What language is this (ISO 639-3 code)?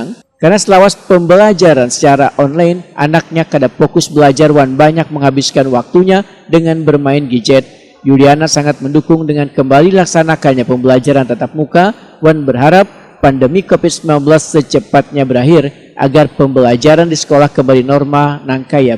bjn